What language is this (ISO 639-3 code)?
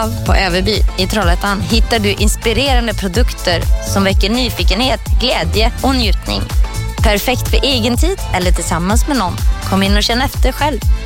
swe